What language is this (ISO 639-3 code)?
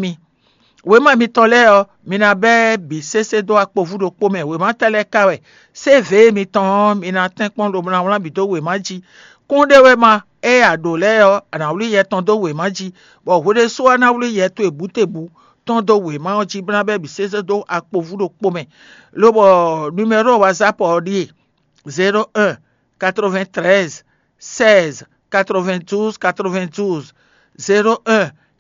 fon